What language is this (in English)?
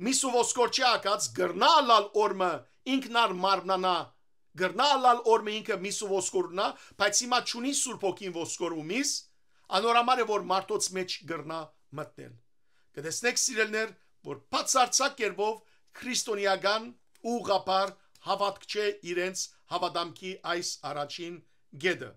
Western Armenian